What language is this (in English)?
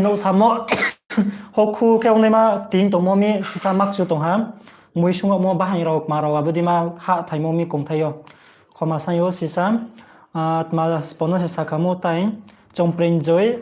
Riang (India)